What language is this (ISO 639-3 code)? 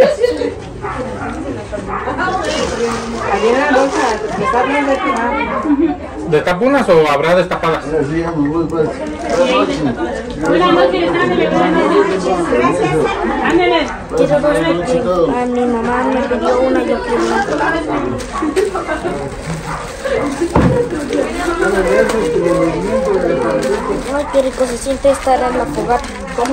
spa